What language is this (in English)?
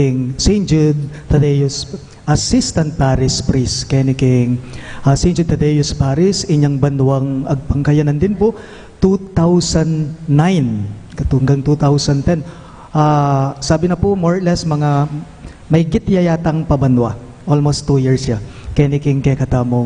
Pampanga